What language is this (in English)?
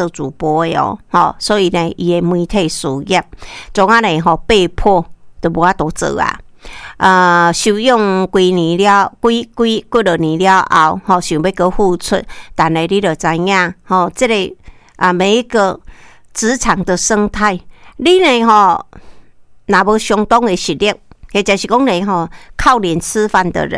Min Nan Chinese